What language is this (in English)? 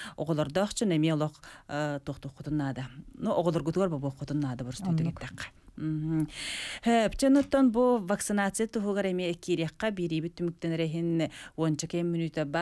Yakut